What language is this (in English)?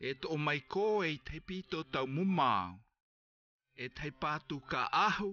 South Marquesan